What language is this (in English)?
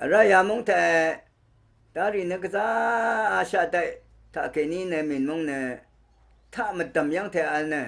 Rawang